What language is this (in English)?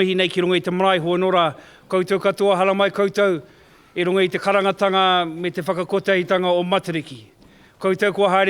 Māori